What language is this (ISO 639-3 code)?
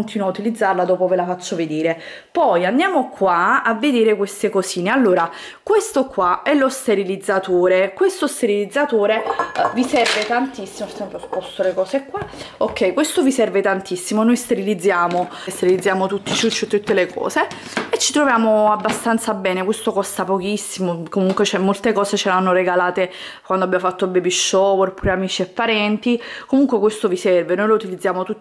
ita